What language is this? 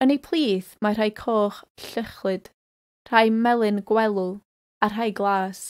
Welsh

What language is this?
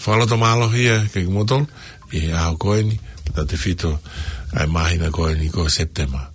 Tongan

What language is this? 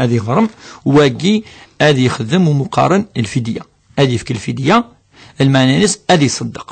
Kabyle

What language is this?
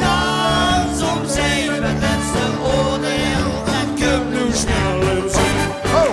Limburgish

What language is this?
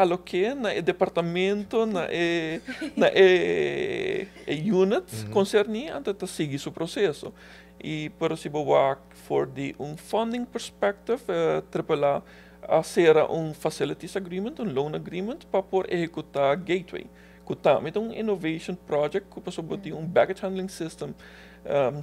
Papiamento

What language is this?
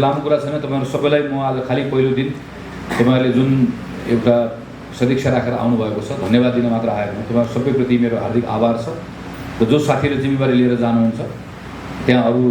Nepali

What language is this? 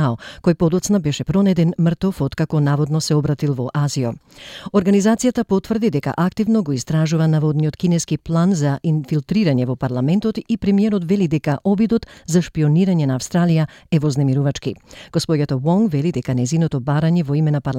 Macedonian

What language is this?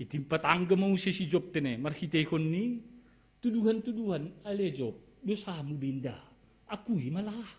Batak Simalungun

